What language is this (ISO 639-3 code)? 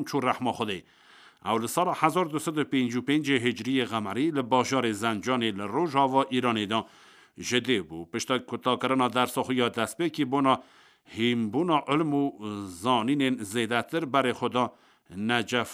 kur